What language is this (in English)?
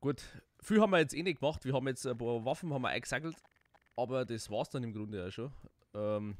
Bavarian